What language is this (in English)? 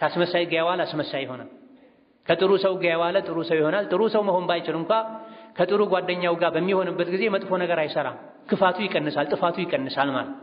Amharic